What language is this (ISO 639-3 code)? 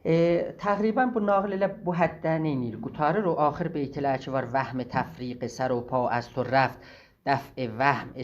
azb